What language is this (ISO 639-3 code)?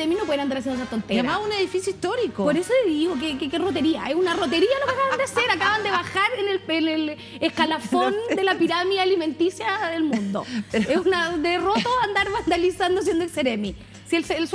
spa